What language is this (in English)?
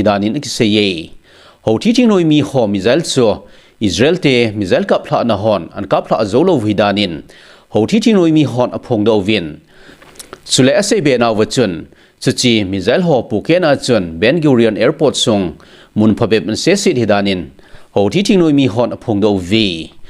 Thado Chin